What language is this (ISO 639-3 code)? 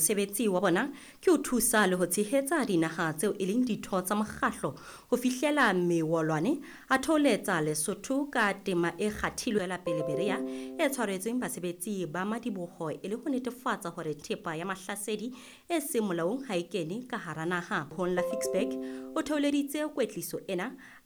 sot